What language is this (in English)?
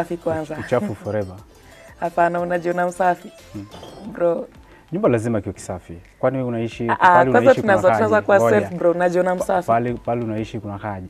Swahili